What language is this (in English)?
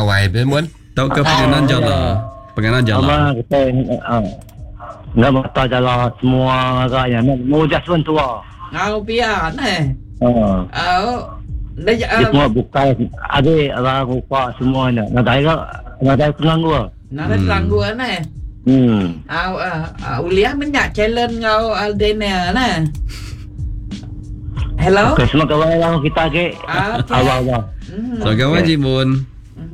Malay